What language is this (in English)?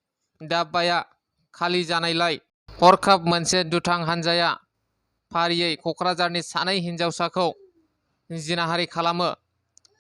Bodo